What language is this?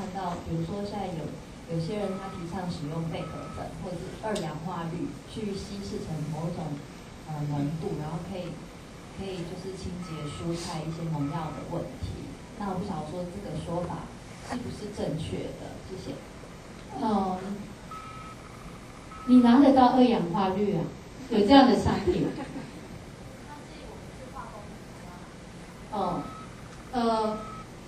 Chinese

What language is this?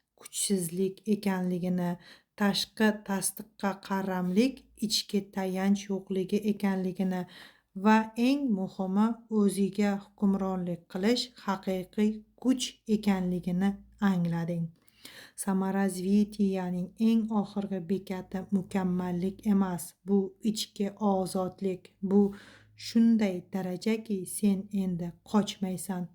Uzbek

